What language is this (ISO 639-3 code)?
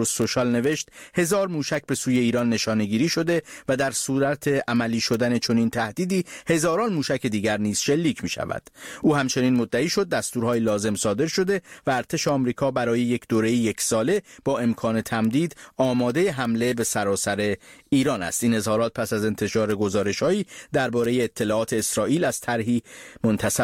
fas